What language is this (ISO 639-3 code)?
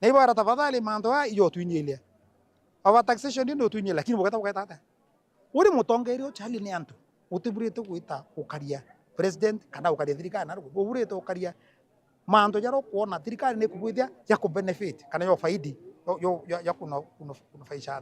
mer